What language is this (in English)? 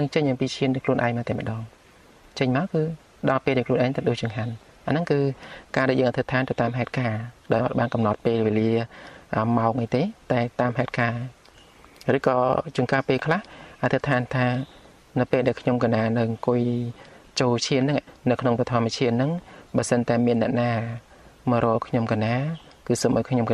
Khmer